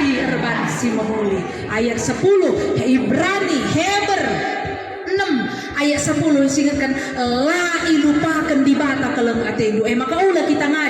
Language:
Batak Karo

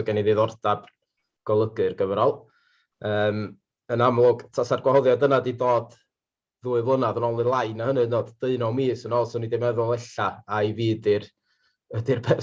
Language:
Welsh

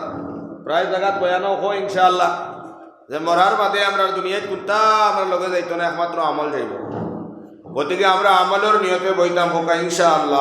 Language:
Sylheti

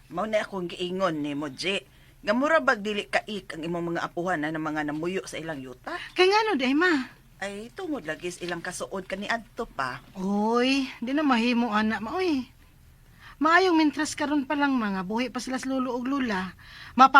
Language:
Cebuano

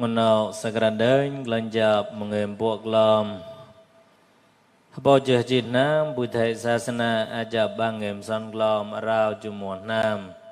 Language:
Mon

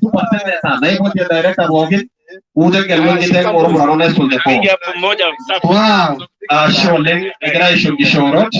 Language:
Masai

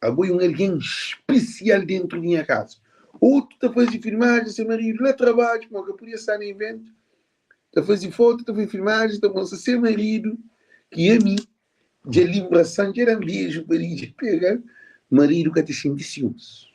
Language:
Kabuverdianu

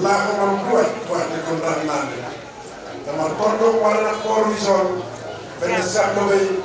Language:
Batak Simalungun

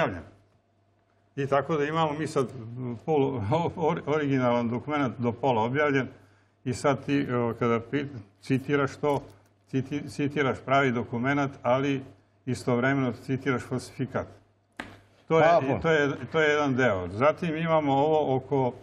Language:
Serbian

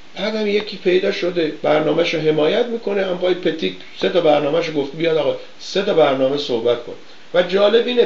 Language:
Persian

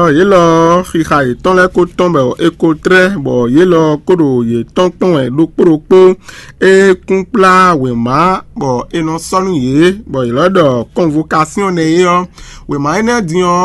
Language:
Fon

